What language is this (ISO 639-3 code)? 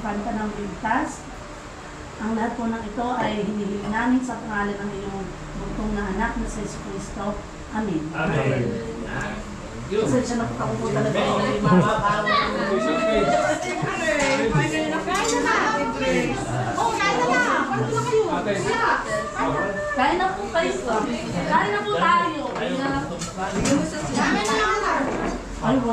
fil